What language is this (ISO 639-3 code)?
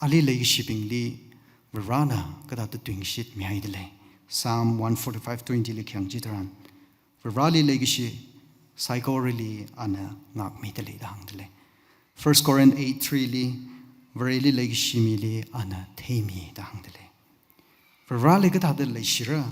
nmf